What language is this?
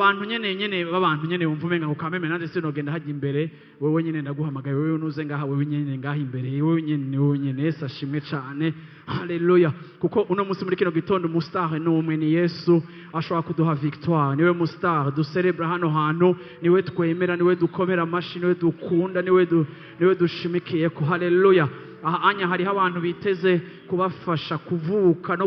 Rundi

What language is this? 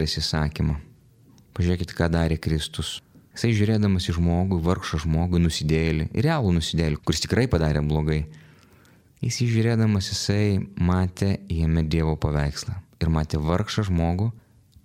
Lithuanian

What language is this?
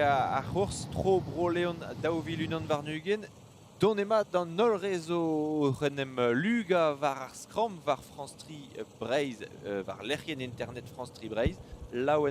Breton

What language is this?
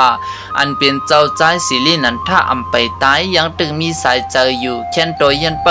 Shan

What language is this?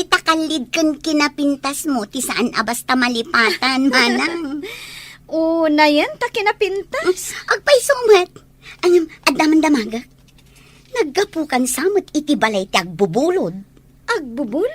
Iloko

